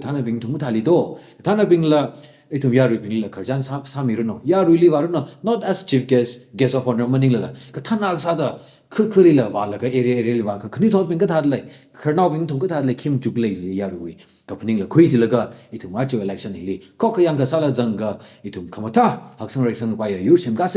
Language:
Tangkhul Naga (India)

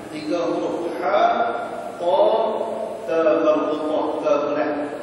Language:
Malay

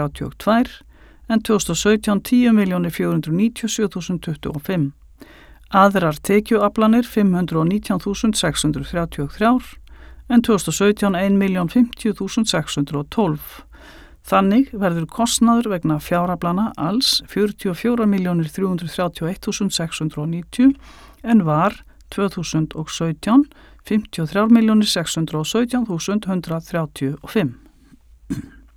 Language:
Icelandic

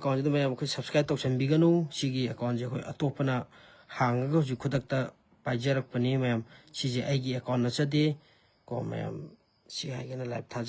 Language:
Manipuri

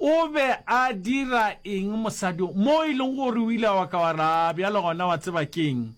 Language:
Northern Sotho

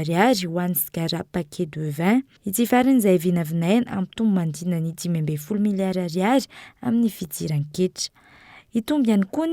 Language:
Malagasy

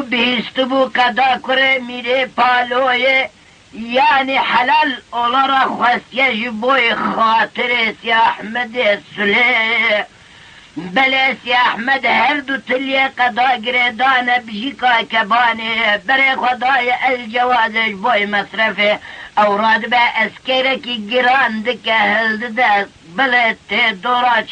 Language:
Kurdish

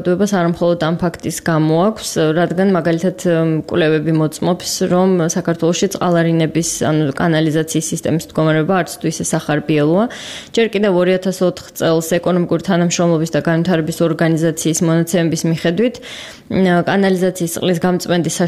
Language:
Georgian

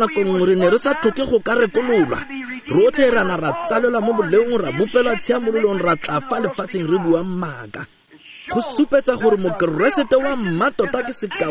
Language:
Tswana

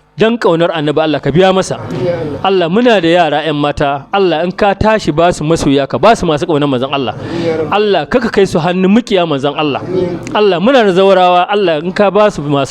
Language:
Hausa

